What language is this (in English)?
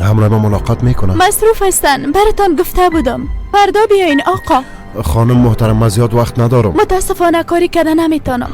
Persian